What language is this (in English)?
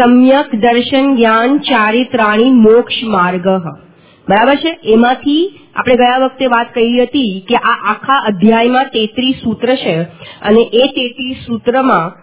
Gujarati